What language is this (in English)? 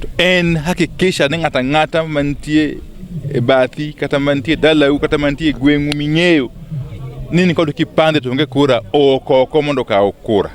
Luo (Kenya and Tanzania)